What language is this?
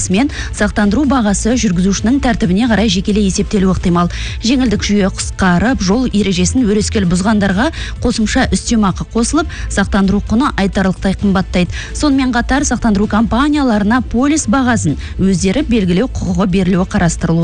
Kazakh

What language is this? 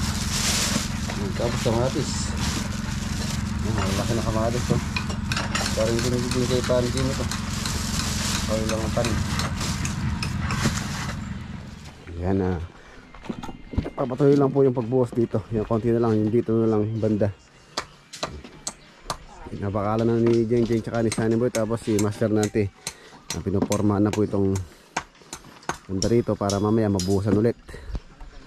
Filipino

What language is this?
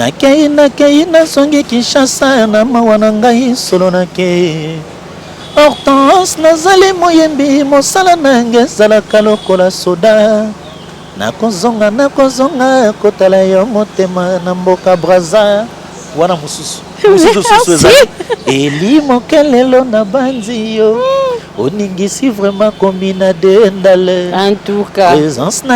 Lingala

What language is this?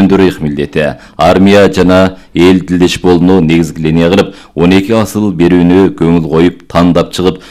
Kyrgyz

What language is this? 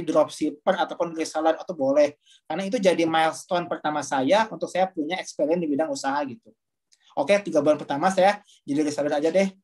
Indonesian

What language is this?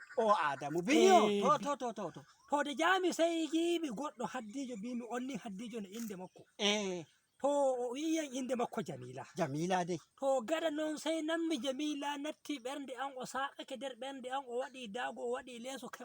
Fula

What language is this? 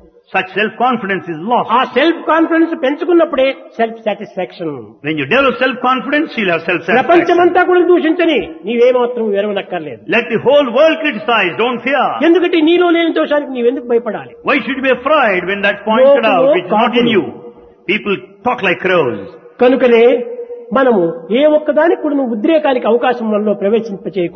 Telugu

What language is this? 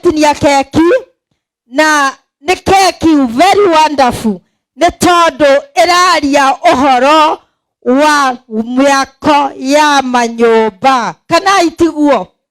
Kikuyu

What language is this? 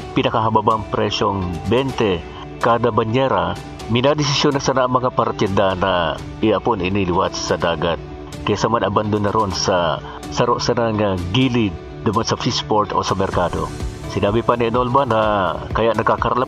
Bikol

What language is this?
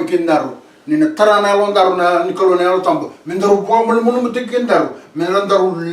Fijian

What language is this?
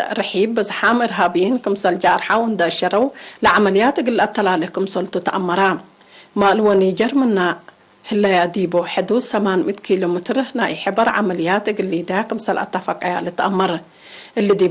Tigre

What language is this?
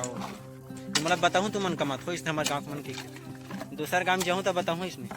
Chhattisgarhi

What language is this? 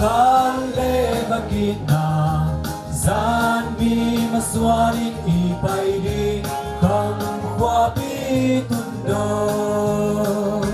Tedim Chin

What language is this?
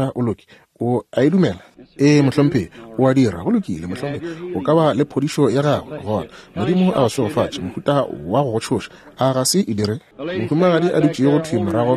Northern Sotho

